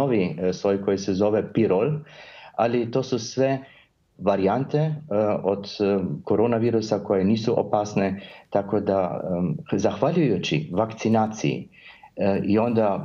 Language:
Serbian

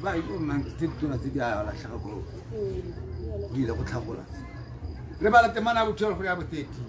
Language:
Tswana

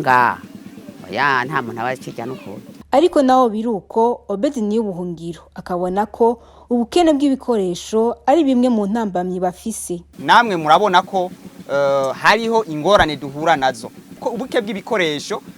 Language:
Rundi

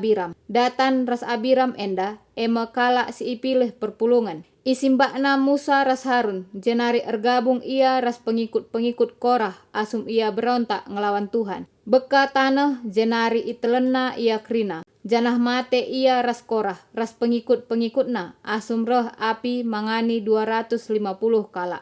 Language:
Batak Karo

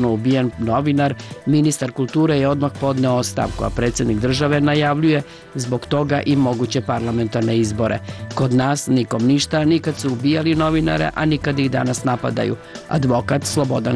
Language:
Serbian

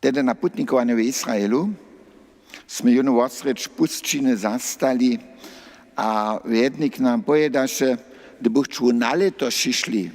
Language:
Upper Sorbian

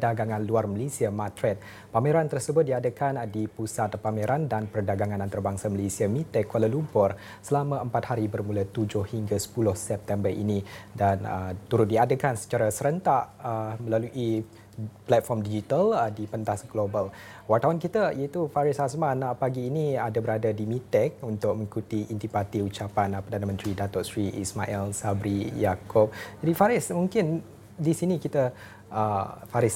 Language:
Malay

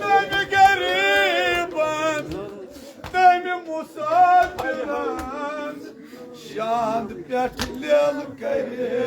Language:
Kashmiri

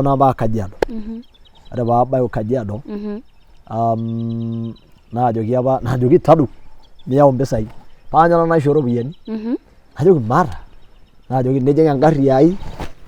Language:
Masai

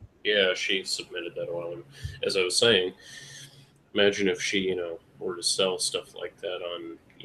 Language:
English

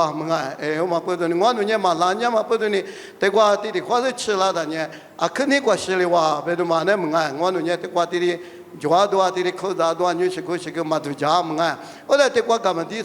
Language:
Lisu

